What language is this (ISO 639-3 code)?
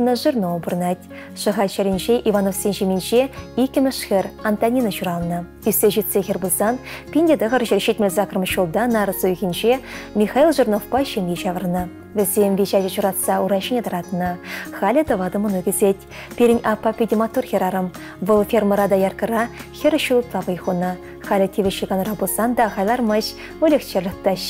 chv